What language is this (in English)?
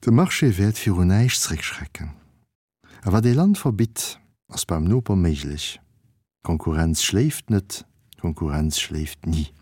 Luxembourgish